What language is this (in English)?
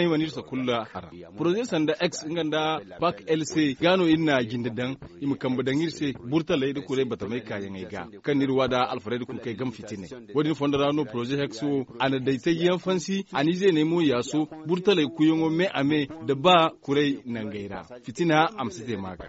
Zarma